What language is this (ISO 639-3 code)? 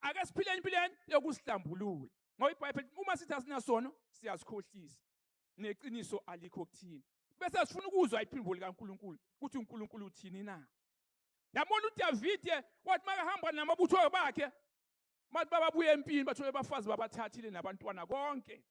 zul